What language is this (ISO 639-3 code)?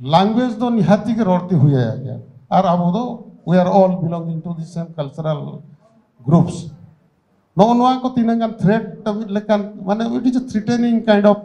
sat